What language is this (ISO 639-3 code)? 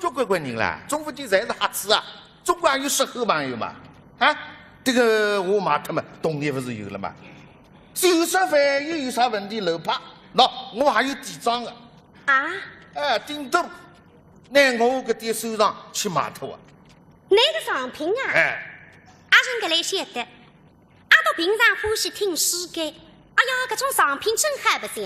wuu